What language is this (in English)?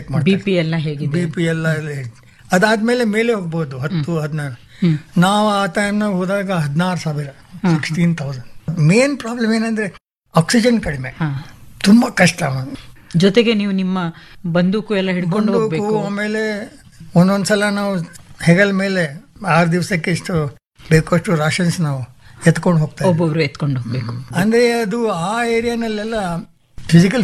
Kannada